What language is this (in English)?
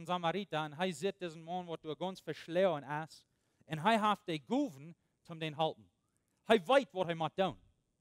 Plautdietsch